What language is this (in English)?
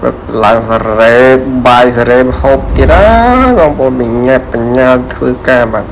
Khmer